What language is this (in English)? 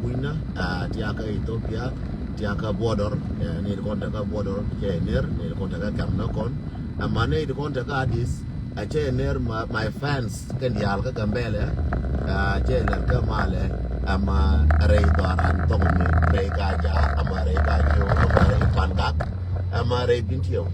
Nuer